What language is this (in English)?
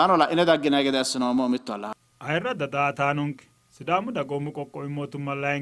Sidamo